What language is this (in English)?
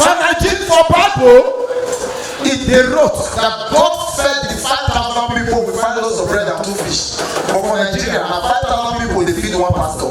Nigerian Pidgin